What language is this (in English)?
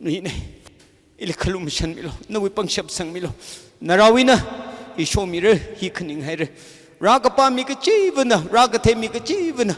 Tangkhul Naga (India)